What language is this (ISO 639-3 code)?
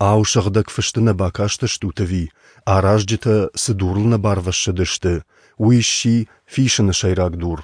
oss